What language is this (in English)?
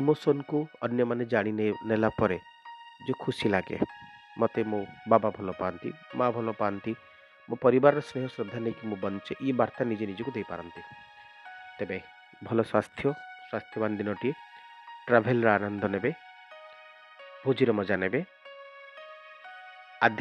Odia